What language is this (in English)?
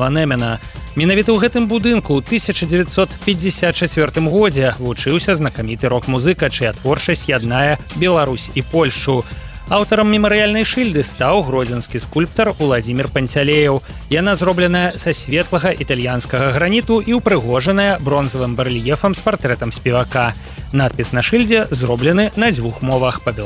Belarusian